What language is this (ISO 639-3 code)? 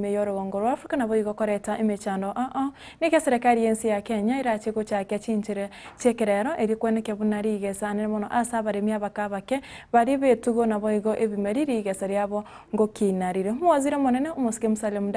guz